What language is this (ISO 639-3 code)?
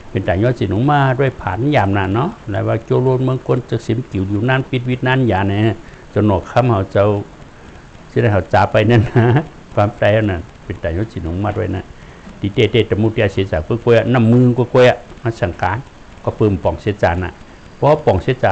shn